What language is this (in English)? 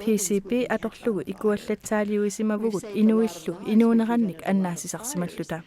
Kalaallisut